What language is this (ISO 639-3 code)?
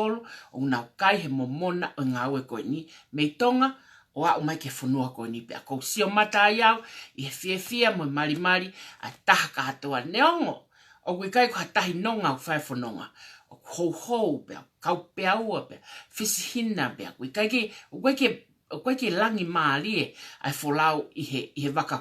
ton